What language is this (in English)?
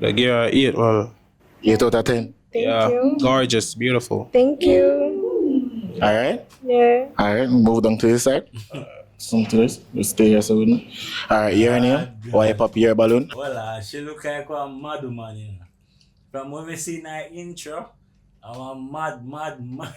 Jamaican Creole English